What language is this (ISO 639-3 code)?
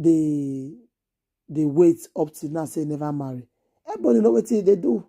pcm